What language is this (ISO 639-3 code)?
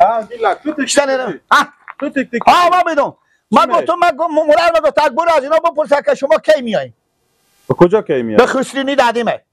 fas